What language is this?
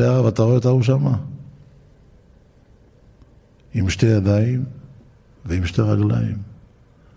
Hebrew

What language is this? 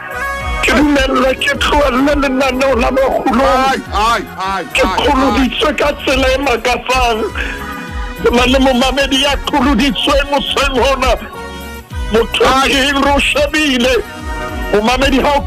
Southern Sotho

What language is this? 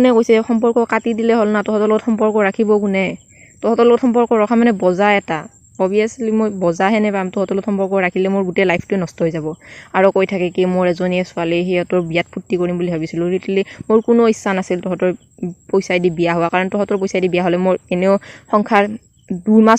Assamese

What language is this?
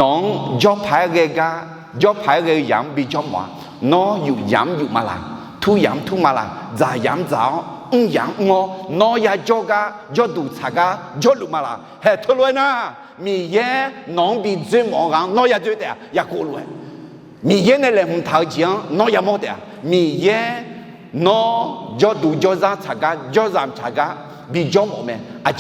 Akha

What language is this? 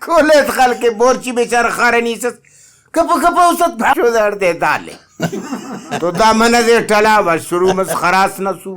Brahui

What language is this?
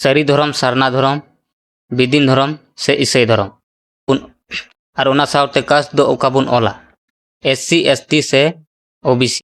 Santali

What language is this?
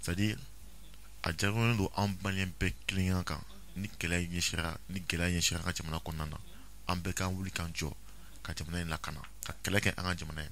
Bambara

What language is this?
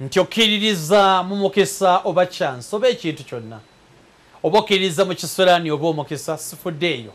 Ganda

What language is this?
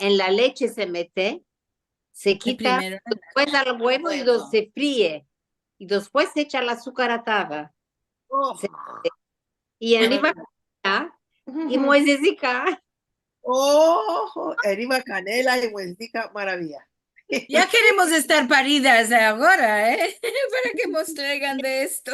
Ladino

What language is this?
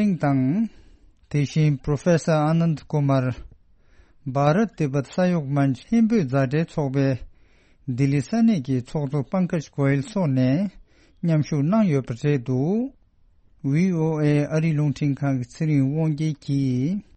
Tibetan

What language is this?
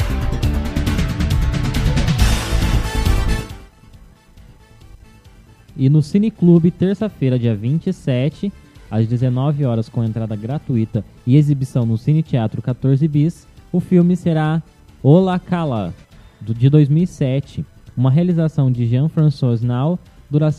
Portuguese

